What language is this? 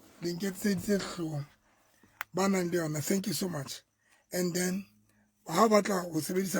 Southern Sotho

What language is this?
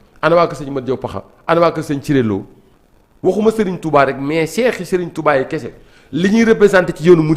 Wolof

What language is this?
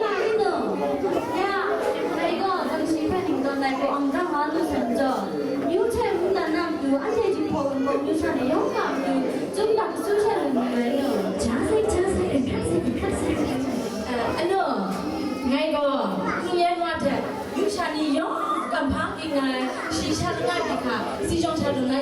Kachin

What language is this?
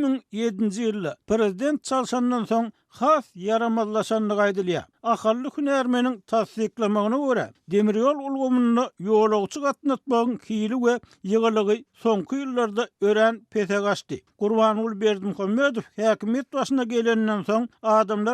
Turkmen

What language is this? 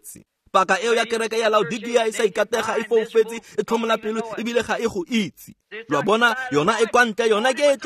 Tswana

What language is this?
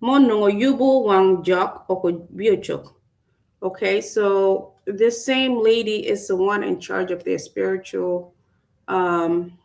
Acoli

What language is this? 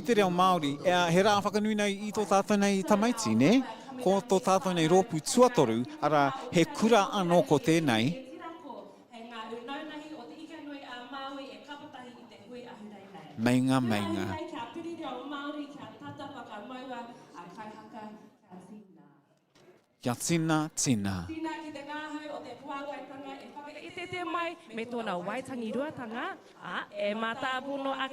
Māori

